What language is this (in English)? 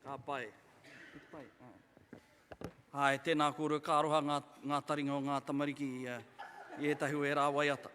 Māori